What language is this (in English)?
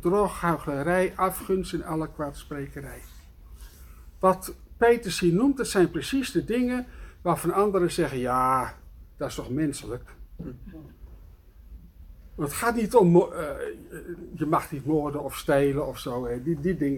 Dutch